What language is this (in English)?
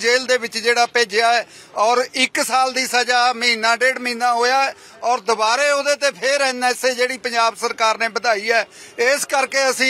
Punjabi